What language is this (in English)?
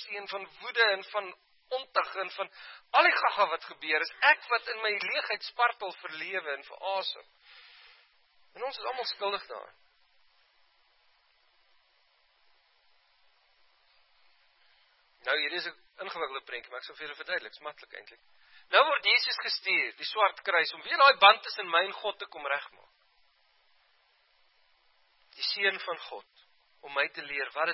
Afrikaans